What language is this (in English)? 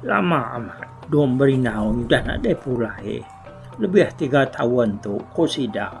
Iban